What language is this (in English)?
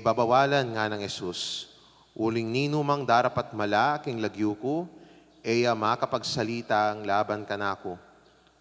Pampanga